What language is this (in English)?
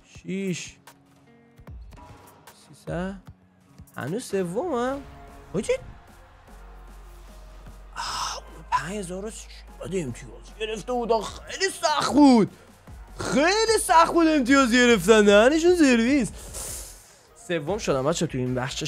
Persian